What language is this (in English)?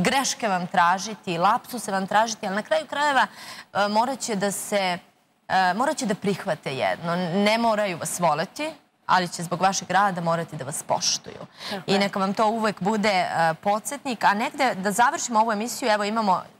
Serbian